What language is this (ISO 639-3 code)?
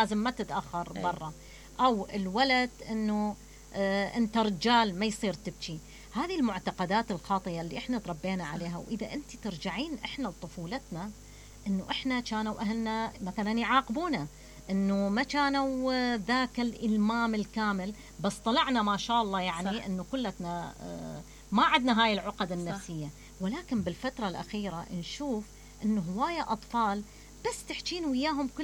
acm